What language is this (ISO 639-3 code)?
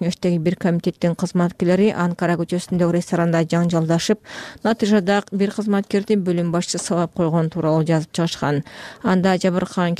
kir